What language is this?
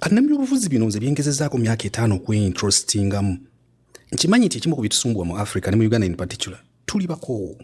Ganda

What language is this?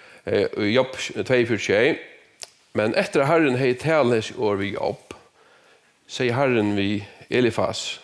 Faroese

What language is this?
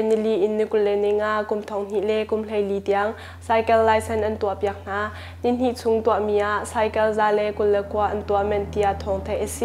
Hakha Chin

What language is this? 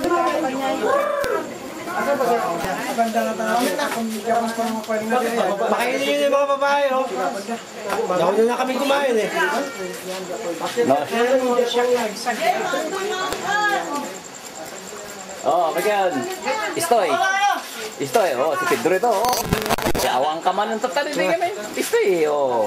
Filipino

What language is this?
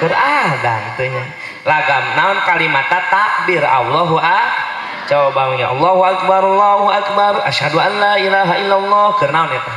Sundanese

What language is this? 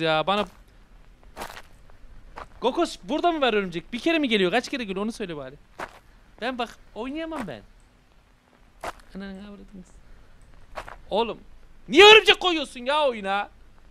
Turkish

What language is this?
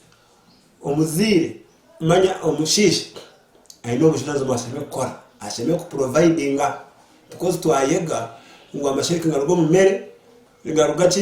Nyankole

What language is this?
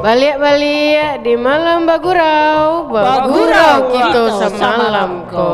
Minangkabau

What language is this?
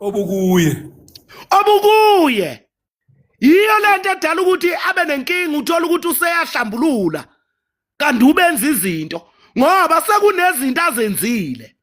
Zulu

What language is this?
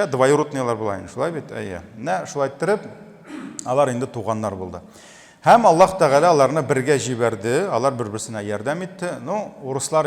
Tatar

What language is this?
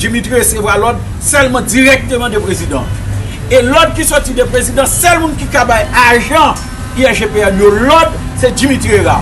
Haitian Creole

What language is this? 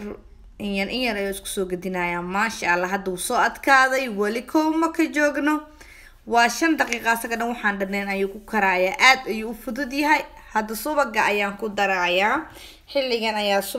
Somali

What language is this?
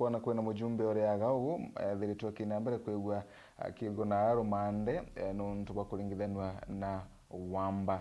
Meru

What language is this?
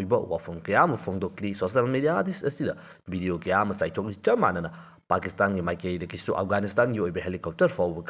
Manipuri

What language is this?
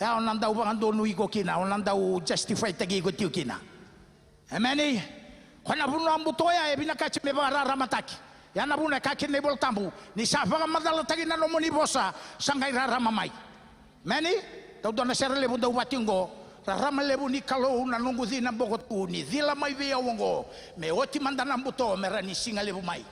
Fijian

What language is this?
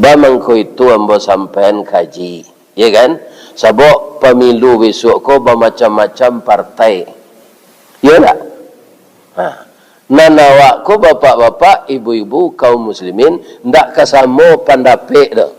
Minangkabau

